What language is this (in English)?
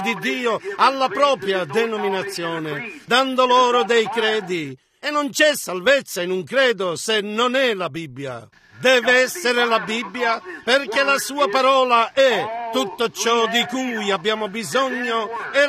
Italian